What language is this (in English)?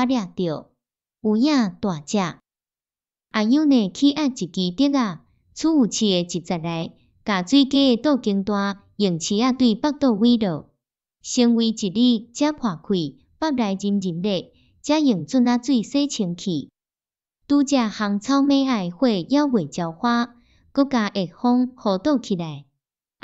Min Nan Chinese